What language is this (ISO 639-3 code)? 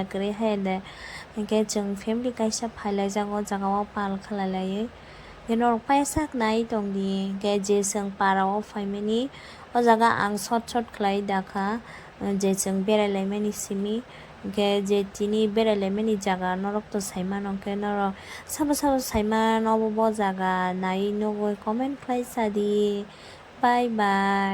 trp